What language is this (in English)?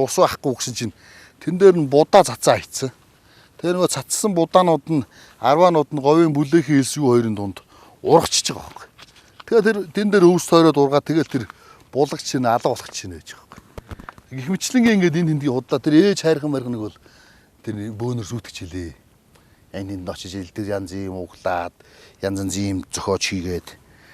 Mongolian